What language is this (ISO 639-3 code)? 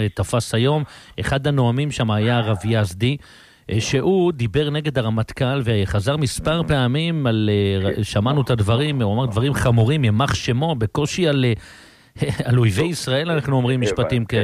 heb